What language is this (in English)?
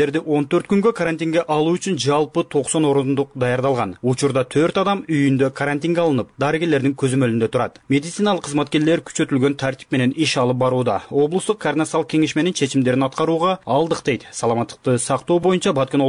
Kyrgyz